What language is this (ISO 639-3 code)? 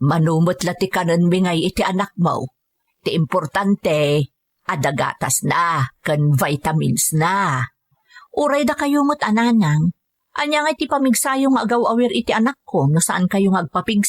ilo